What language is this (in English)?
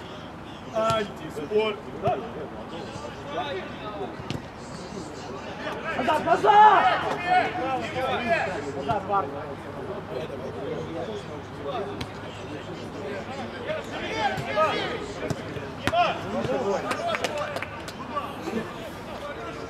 Russian